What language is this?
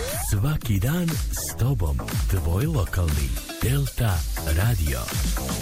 Croatian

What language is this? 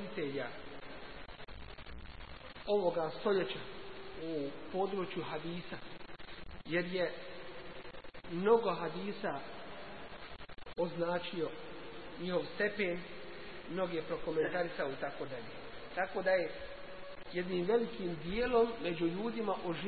Bosnian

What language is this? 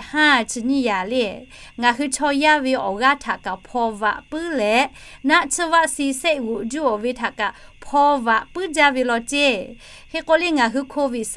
Lahu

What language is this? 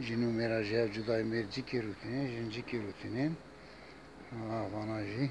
Kurdish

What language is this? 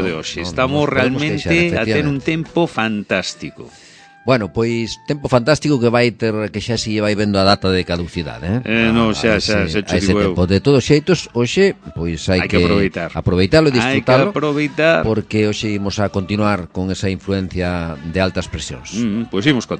Galician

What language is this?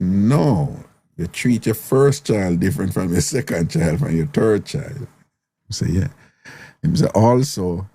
Jamaican Creole English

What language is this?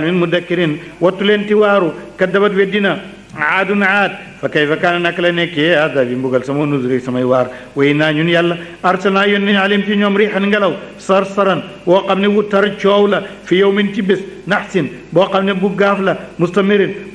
Wolof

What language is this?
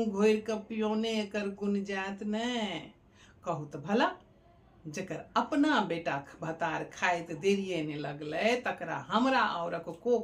Maithili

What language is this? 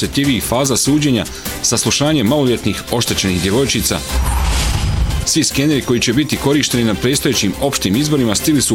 Bosnian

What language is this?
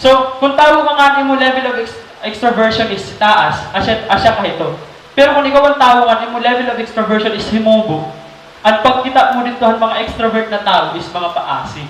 Waray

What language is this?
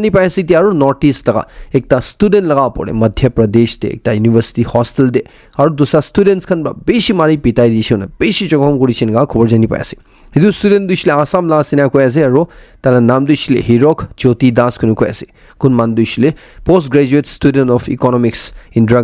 Naga Pidgin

